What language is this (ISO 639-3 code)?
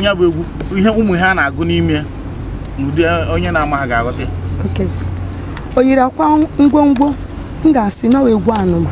ibo